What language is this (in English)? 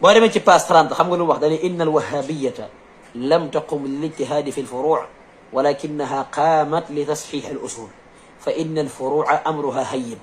Wolof